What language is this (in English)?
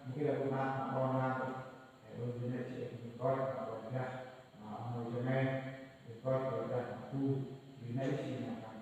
Central Mnong